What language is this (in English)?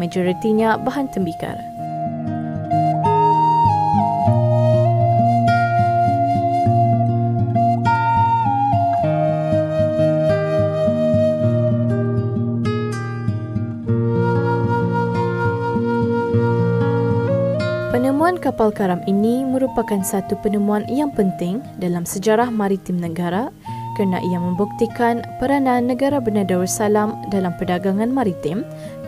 Malay